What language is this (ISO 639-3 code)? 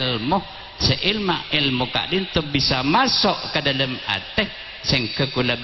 mad